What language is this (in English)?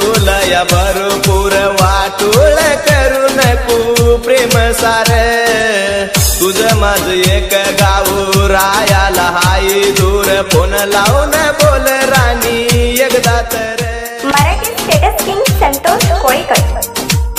Marathi